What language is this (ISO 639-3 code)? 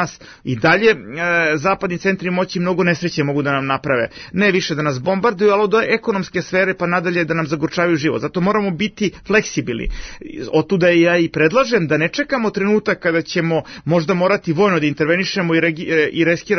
srp